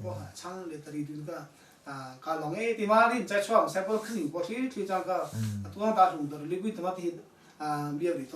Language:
Hakha Chin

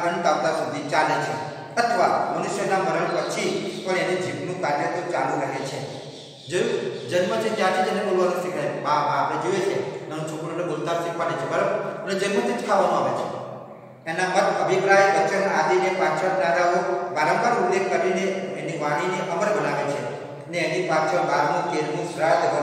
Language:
Gujarati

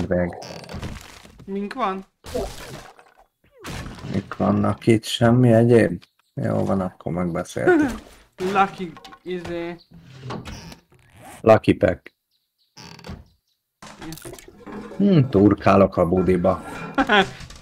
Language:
Hungarian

